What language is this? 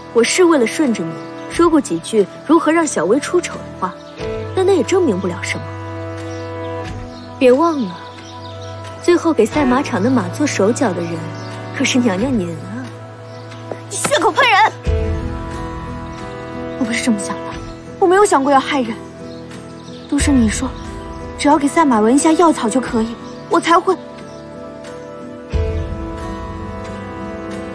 Chinese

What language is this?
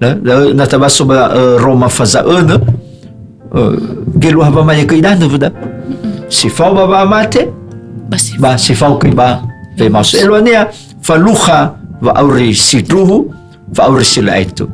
Nias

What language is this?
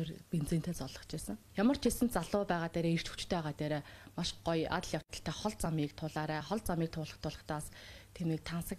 Mongolian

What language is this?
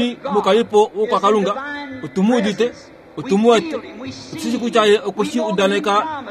Kuanyama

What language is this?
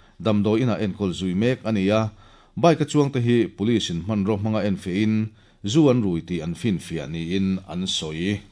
Mizo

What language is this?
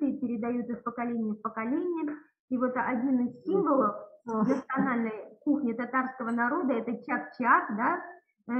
Russian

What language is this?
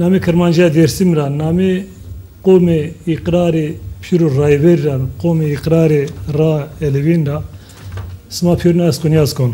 Zaza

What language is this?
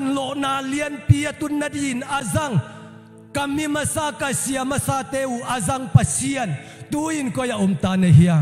Tedim Chin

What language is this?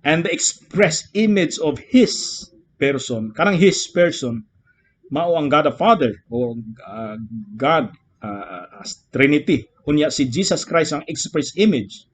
Cebuano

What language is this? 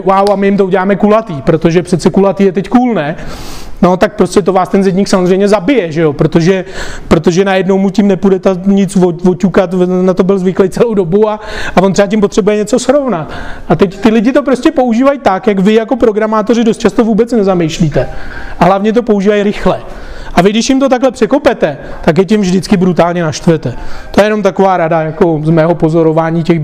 Czech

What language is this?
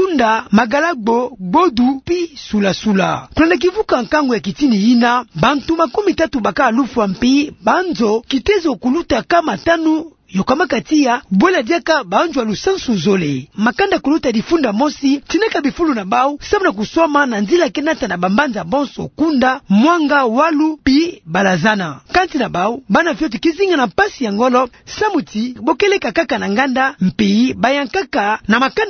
Kituba (Democratic Republic of Congo)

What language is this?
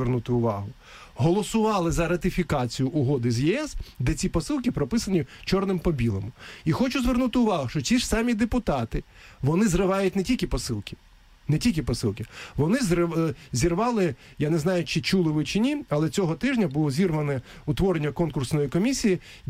Ukrainian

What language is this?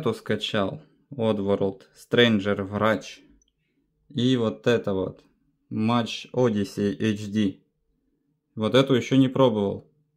Russian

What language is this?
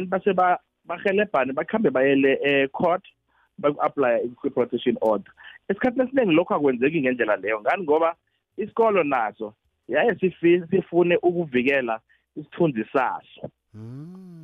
South Ndebele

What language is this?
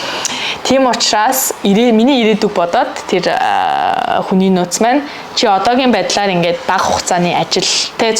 Mongolian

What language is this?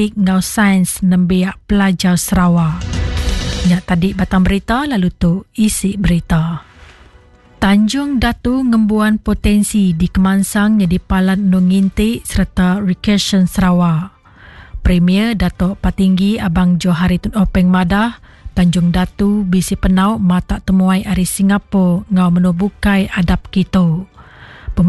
Iban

